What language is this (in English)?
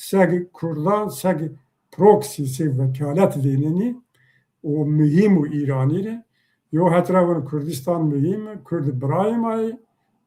Zaza